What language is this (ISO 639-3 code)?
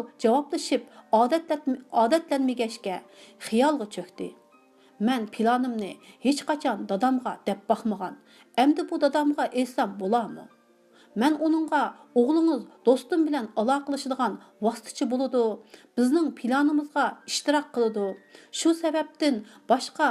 uig